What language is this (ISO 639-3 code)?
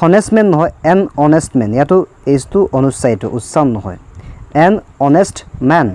asm